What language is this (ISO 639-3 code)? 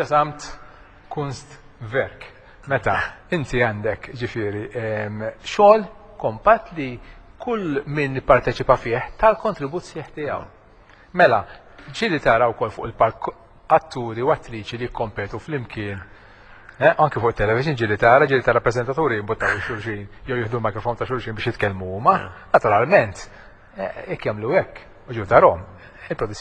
mlt